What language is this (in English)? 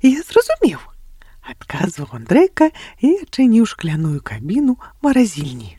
Belarusian